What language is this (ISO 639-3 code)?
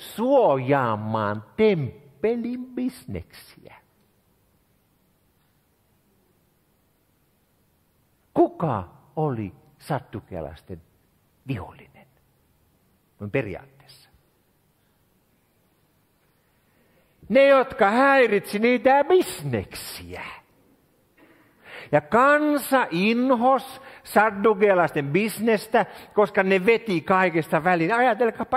fin